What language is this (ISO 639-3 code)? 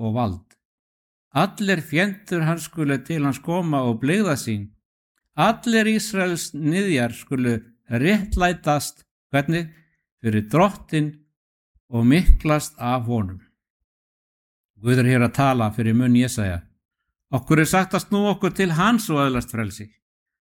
isl